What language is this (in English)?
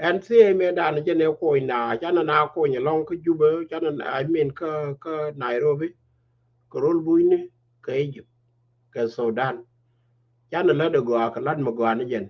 Nuer